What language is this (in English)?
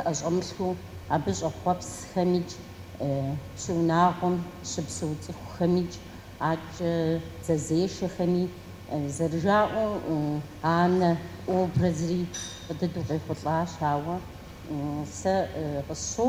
Kabardian